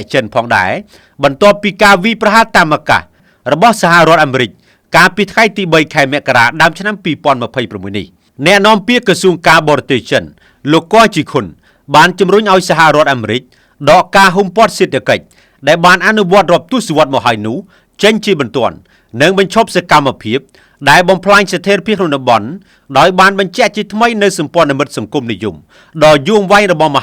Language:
Khmer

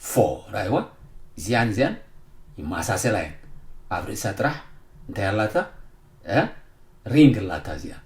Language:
Tigrinya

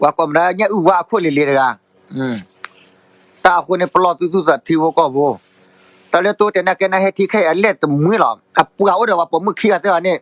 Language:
S'gaw Karen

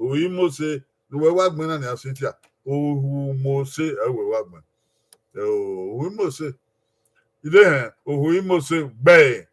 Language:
Bini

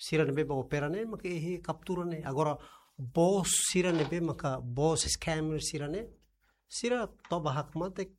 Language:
Tetum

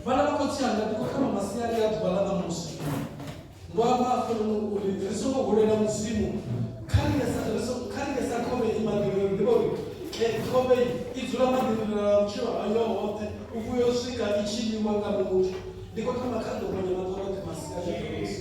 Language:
Venda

